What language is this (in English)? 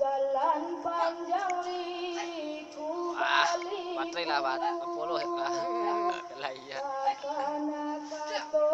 Minangkabau